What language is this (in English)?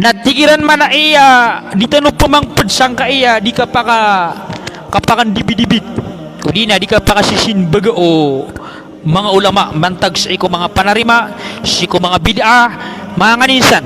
Maranao